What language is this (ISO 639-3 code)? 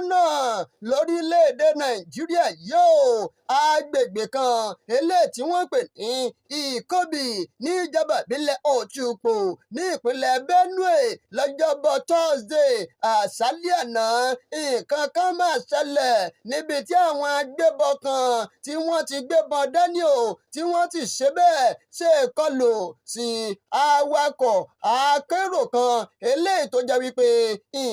yor